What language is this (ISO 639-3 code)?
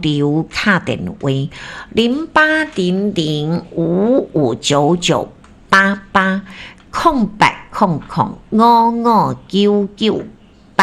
nan